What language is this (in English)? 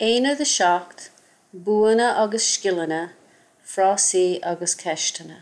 Irish